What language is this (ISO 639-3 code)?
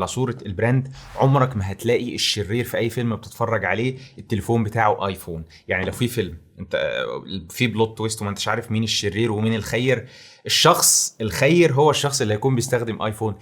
arz